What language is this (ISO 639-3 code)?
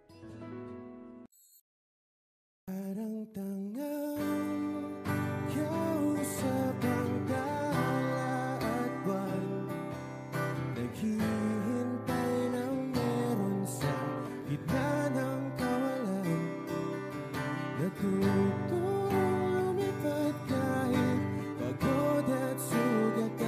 fil